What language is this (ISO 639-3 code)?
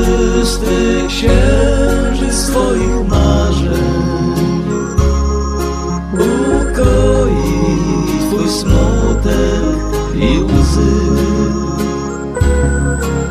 pol